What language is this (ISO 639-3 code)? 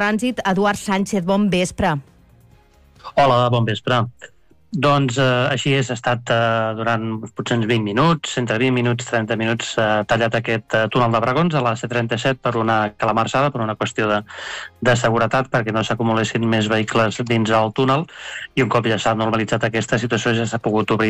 cat